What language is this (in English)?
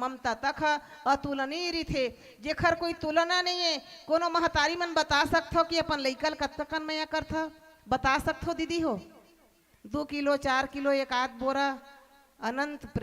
Chhattisgarhi